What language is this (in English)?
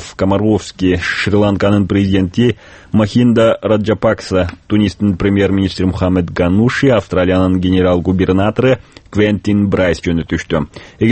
Kyrgyz